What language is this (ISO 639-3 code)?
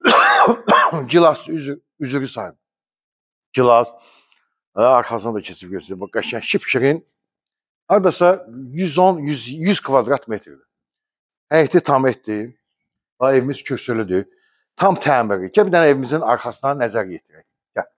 aze